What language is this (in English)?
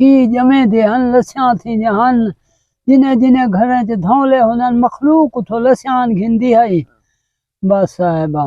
Saraiki